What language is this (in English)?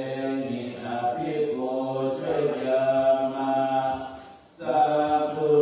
Pali